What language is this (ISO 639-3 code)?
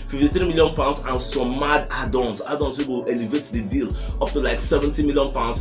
pcm